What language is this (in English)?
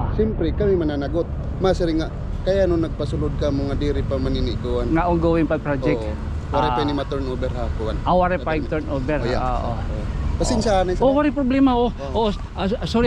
Waray